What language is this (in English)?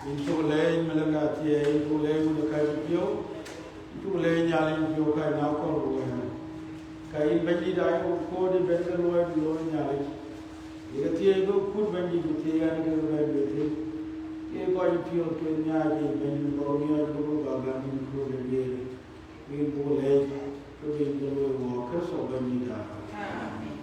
Dinka